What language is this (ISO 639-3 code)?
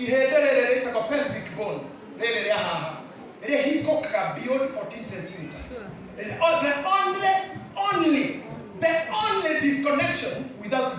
kik